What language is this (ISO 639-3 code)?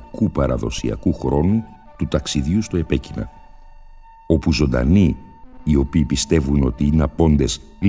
ell